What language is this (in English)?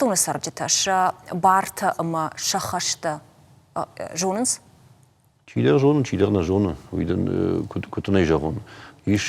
Ossetic